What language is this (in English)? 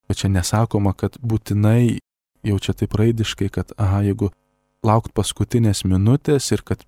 Lithuanian